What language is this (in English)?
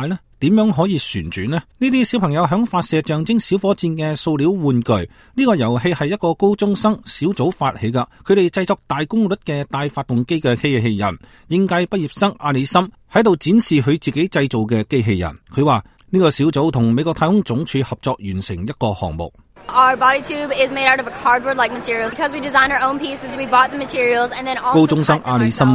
Cantonese